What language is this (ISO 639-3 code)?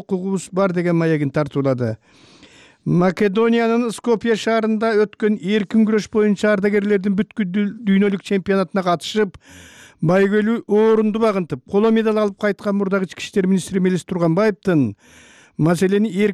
kir